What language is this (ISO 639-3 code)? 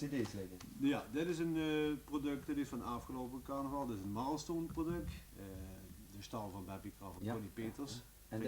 lim